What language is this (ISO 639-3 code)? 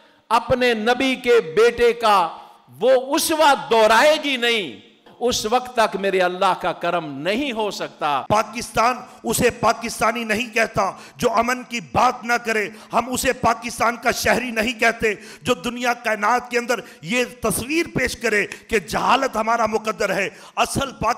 urd